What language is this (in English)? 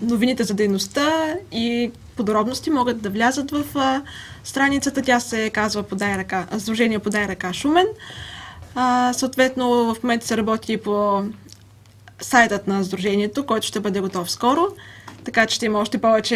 Bulgarian